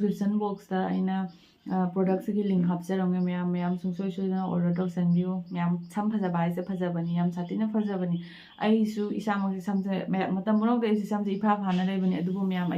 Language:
Manipuri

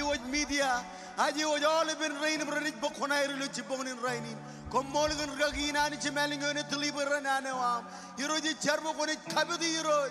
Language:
Marshallese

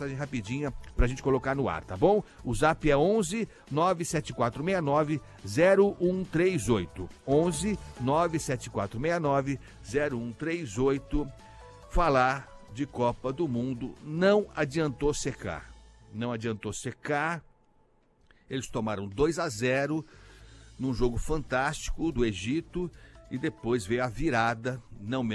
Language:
Portuguese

